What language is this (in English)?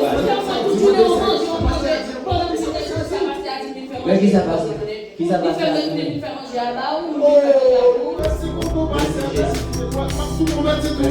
Haitian Creole